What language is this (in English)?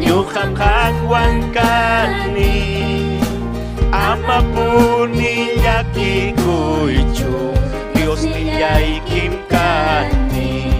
Ayacucho Quechua